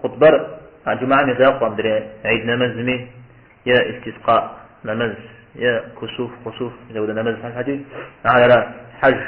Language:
Kabardian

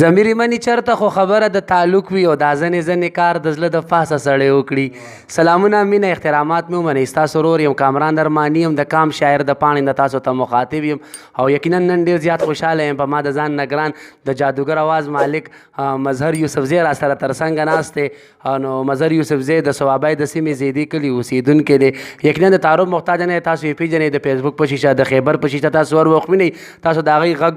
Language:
Pashto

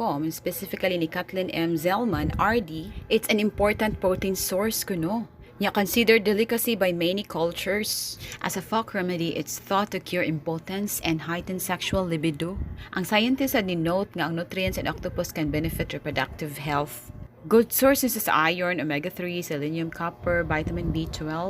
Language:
Cebuano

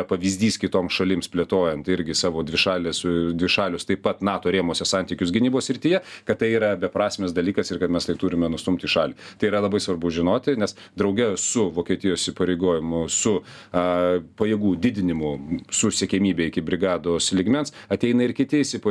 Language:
Lithuanian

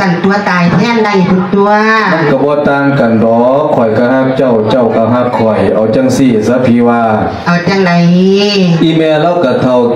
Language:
Lao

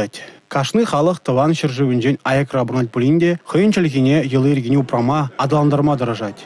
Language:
Chuvash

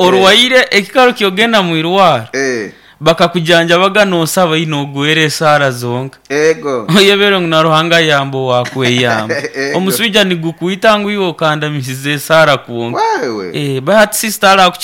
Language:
Nyoro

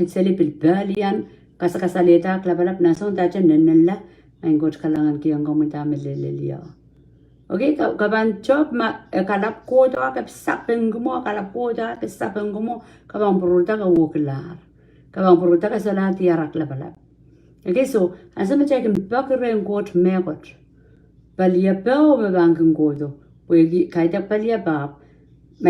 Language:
Pohnpeian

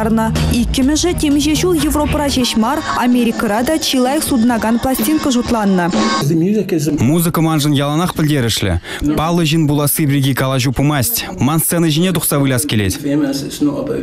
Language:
Chuvash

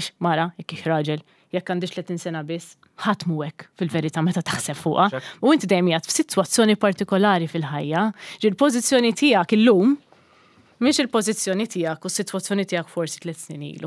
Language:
Maltese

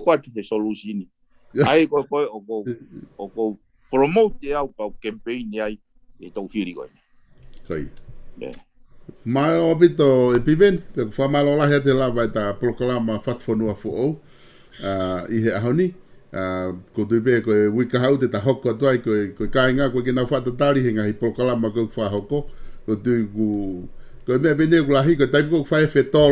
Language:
Tongan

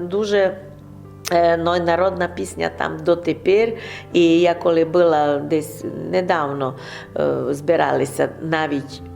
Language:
Rusyn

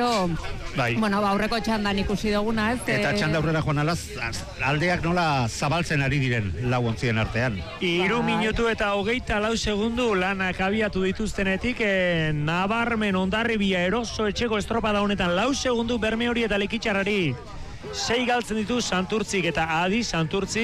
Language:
Basque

